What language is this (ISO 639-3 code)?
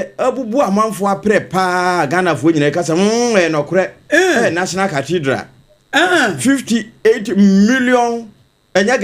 aka